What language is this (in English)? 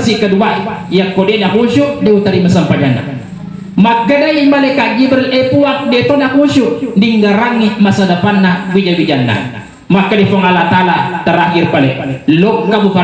Buginese